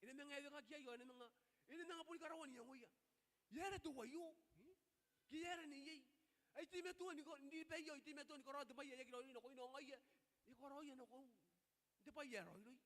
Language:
Gilbertese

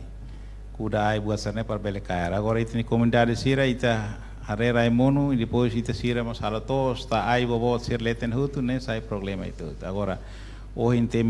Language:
Tetum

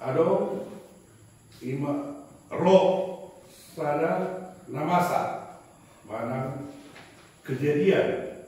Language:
Batak Toba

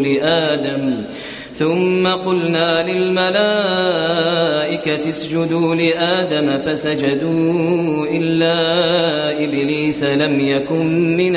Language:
Kashmiri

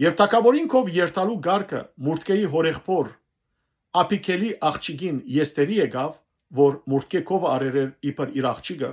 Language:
Western Armenian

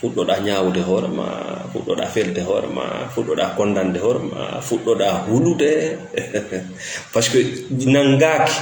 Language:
Fula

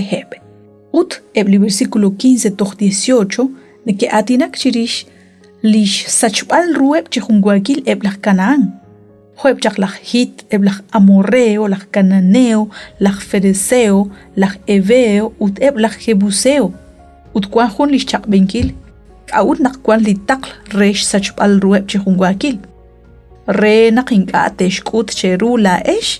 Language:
Kekchí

